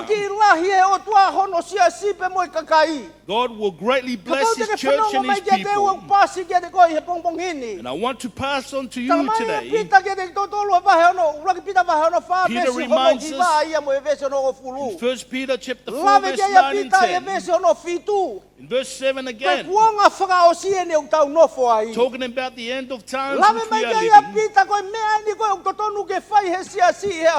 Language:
Tongan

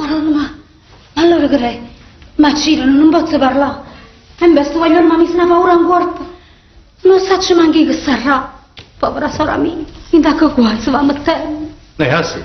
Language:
Neapolitan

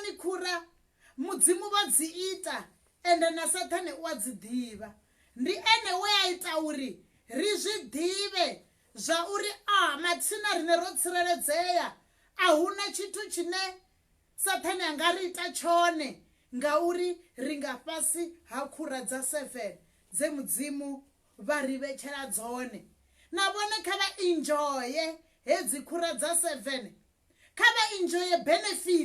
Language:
Venda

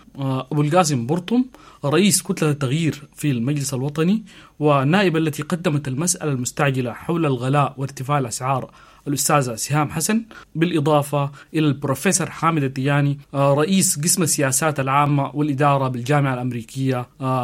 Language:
Sudanese Arabic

